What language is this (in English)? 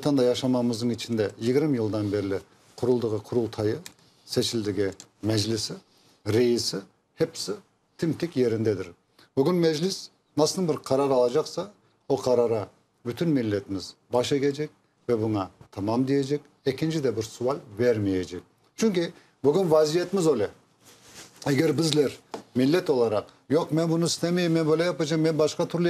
Crimean Tatar